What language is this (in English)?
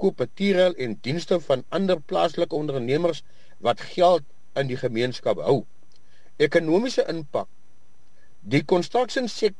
Afrikaans